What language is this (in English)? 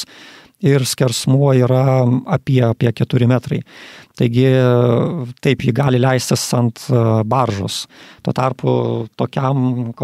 Lithuanian